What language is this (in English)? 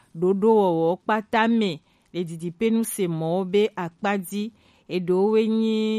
Gen